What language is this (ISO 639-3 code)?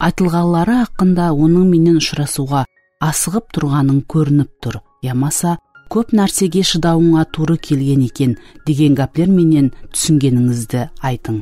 kaa